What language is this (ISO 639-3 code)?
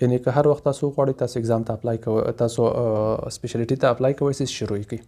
pus